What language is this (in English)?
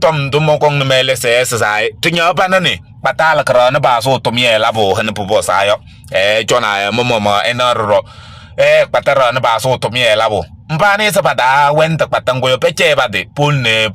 Kabiyè